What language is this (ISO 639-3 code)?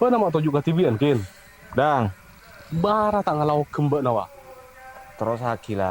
mad